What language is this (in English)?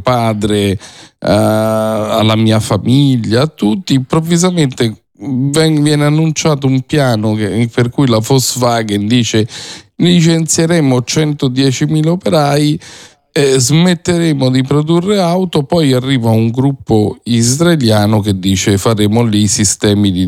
Italian